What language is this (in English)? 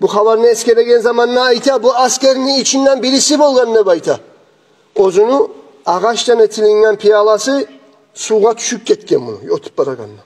Kumyk